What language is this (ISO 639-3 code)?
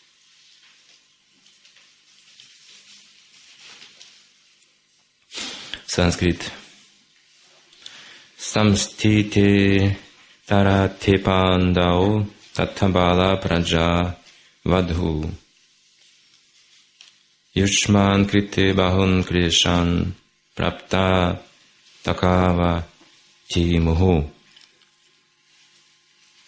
rus